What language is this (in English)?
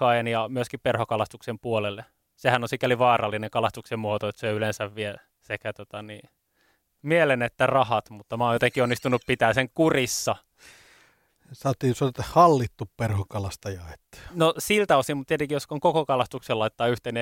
Finnish